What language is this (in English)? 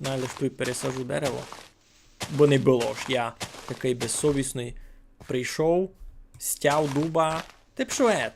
Rusyn